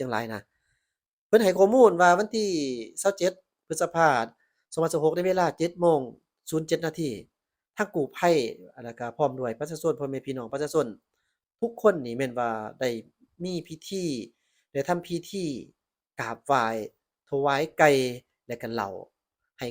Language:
Lao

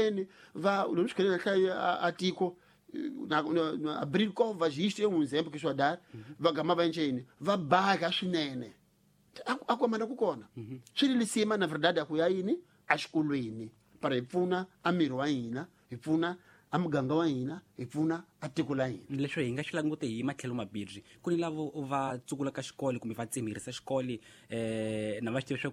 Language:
Tsonga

